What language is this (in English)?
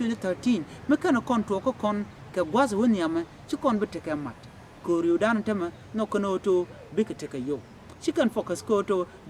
Nuer